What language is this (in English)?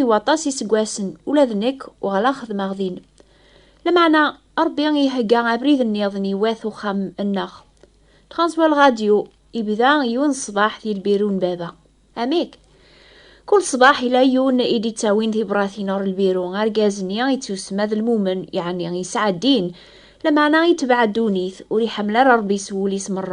Kabyle